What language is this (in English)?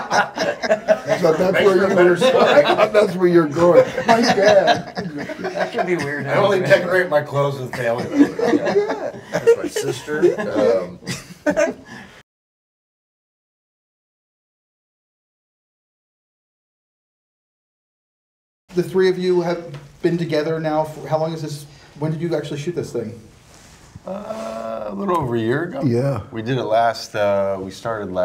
English